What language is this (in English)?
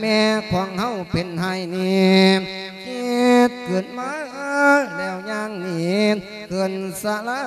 Lao